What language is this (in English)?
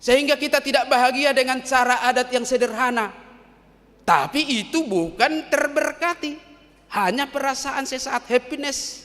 Batak Toba